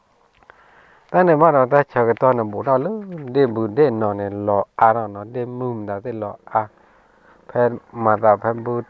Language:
S'gaw Karen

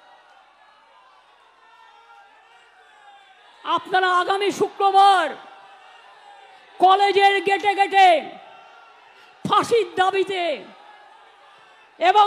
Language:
Bangla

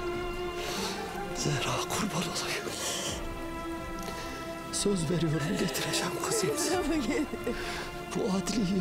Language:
Turkish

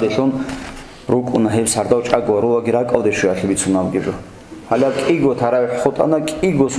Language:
Avaric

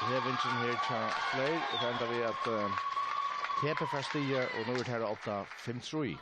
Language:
Faroese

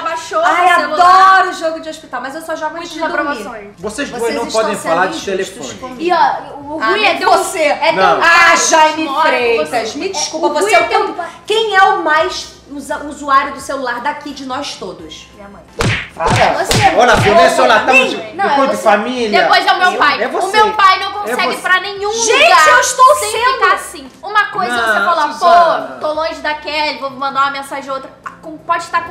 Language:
Portuguese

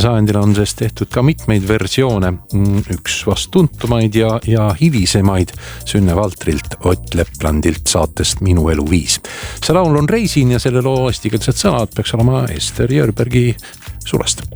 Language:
Estonian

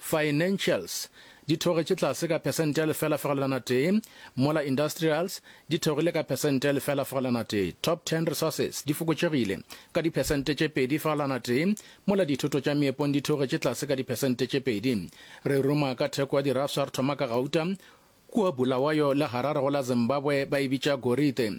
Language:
Northern Sotho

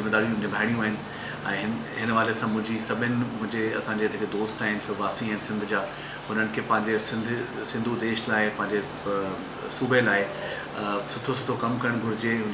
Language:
Sindhi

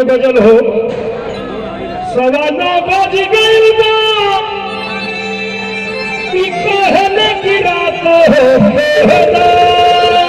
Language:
Bhojpuri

